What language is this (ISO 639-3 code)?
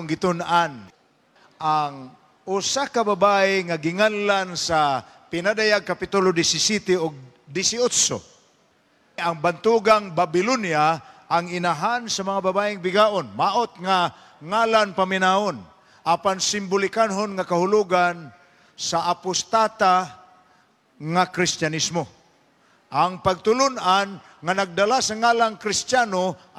ceb